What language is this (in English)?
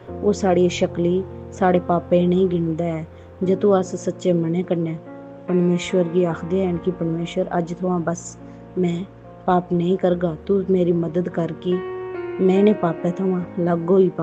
Dogri